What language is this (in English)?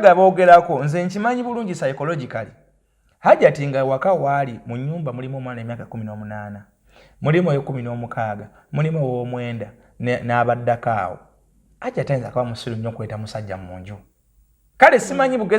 Ganda